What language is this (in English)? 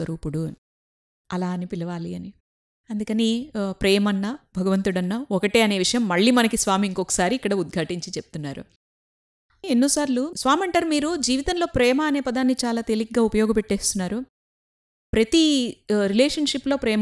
Telugu